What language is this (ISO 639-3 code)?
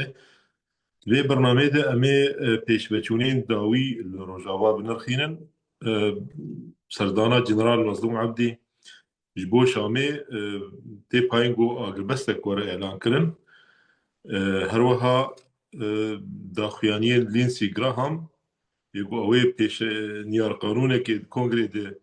kur